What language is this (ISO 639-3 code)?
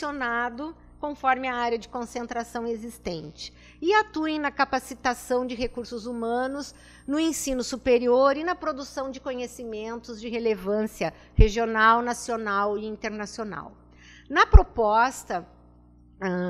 por